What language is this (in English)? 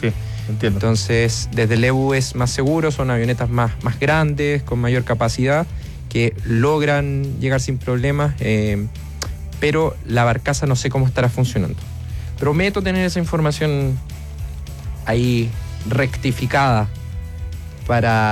Spanish